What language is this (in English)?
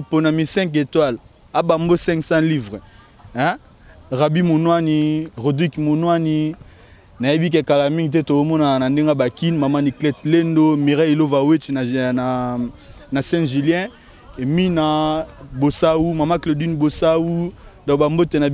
Lingala